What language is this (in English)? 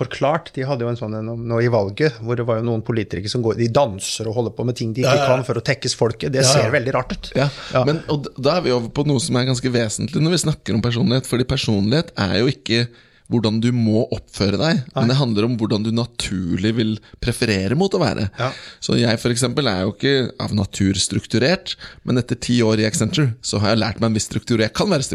Norwegian